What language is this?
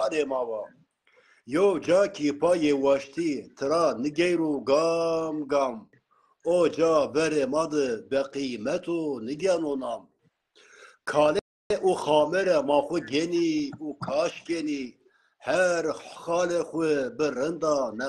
Zaza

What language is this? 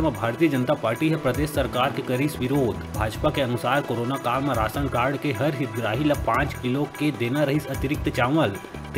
Chhattisgarhi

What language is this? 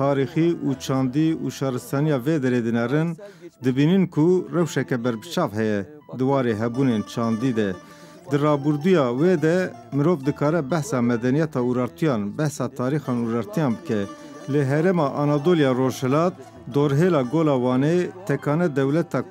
Kurdish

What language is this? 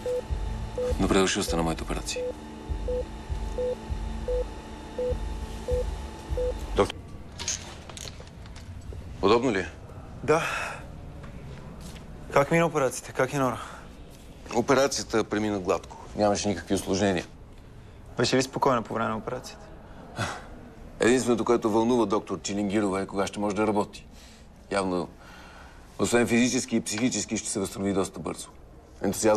Bulgarian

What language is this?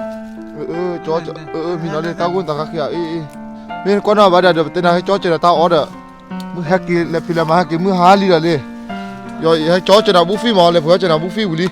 S'gaw Karen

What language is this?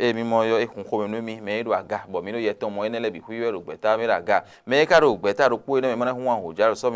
Fon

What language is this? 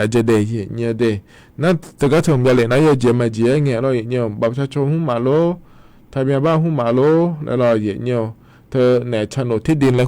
Akha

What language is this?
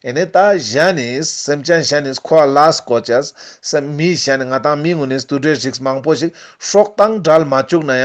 Ladakhi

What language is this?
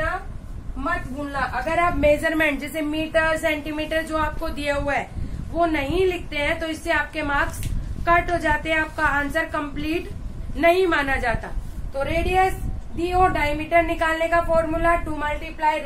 Hindi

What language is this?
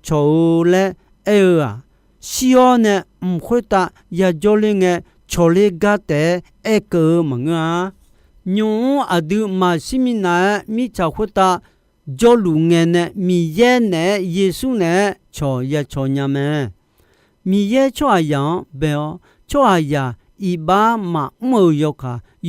Akha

